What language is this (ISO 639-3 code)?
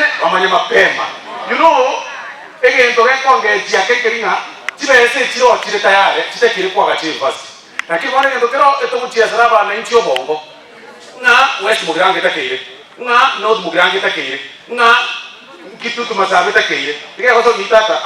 guz